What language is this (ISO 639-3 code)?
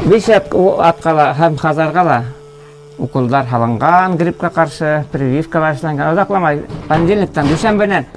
bak